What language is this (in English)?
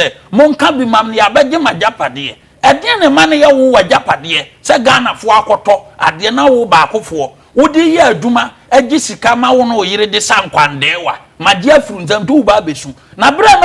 Akan